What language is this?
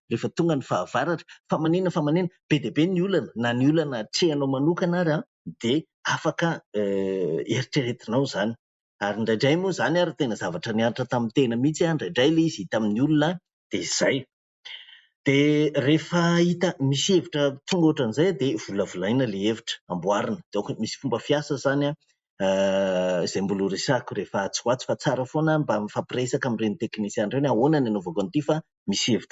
Malagasy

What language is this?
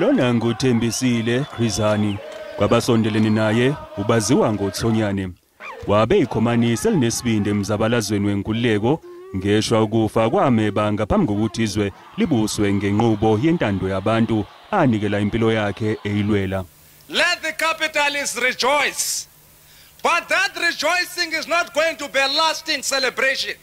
Zulu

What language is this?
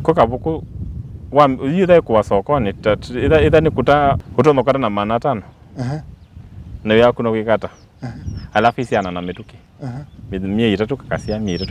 Kamba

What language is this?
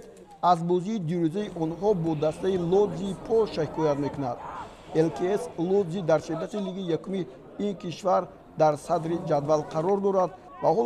Tajik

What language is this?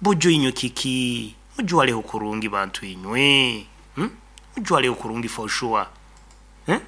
Nyoro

